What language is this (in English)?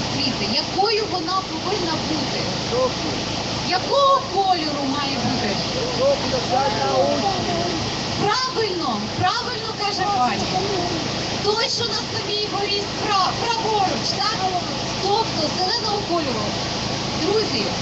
Ukrainian